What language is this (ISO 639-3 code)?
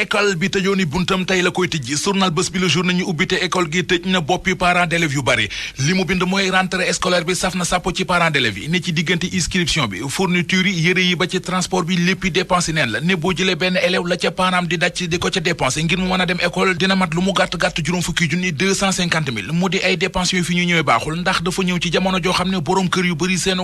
wol